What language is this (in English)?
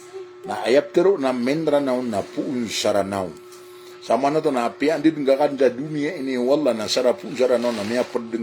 Maranao